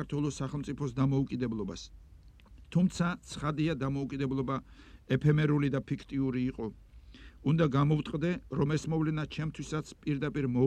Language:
Georgian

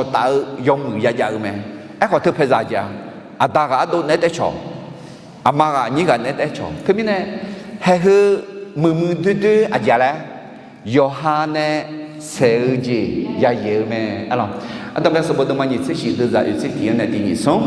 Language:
Akha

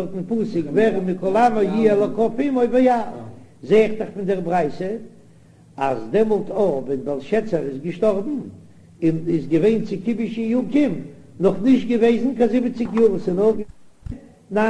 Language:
Yiddish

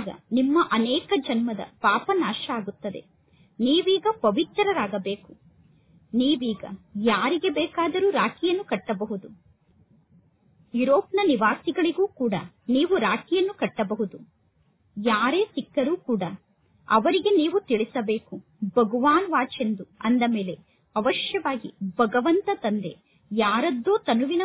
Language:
Kannada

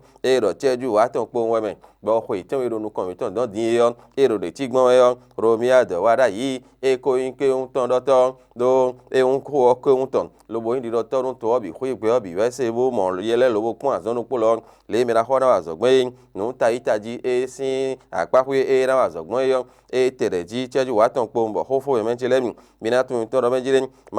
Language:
Fon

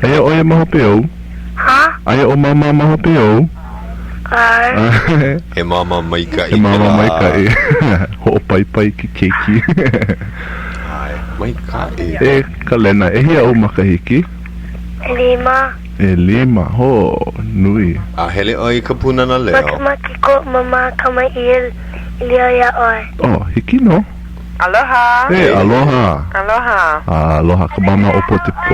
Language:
Hawaiian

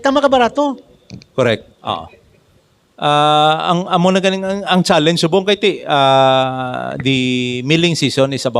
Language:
Hiligaynon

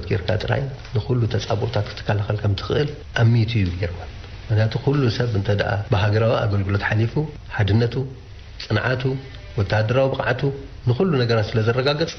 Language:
Tigrinya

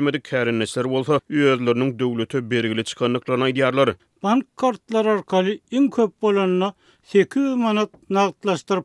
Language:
Turkmen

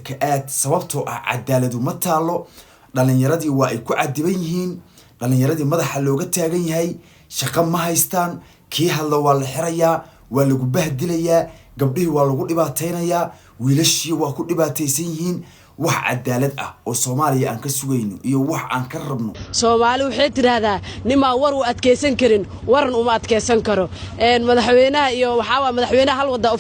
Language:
Somali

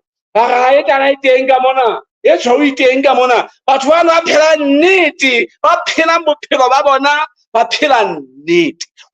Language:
Southern Sotho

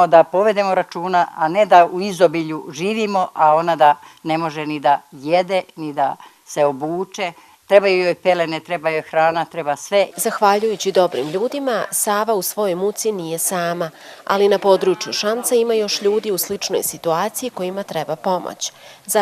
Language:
Bosnian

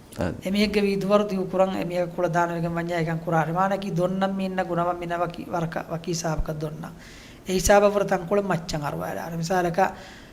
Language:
Divehi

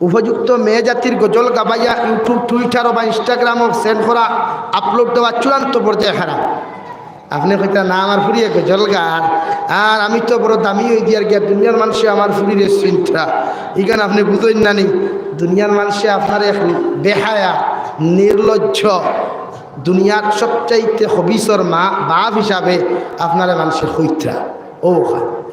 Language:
Sylheti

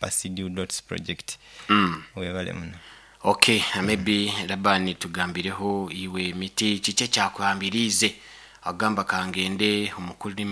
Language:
Nyoro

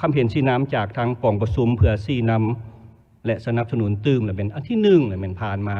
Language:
Lao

